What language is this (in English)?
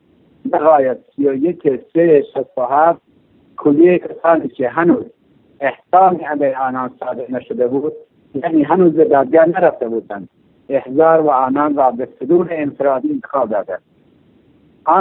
Persian